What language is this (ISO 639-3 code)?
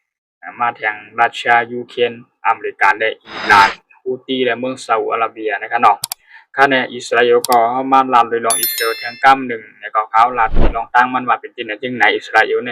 shn